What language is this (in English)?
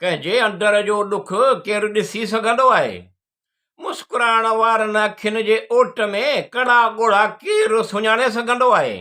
Sindhi